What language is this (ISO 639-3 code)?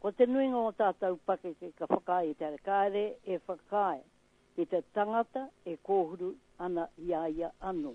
mri